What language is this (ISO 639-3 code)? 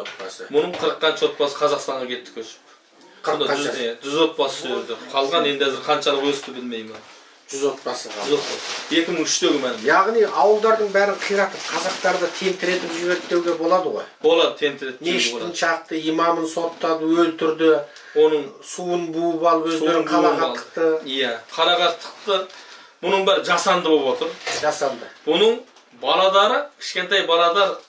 kaz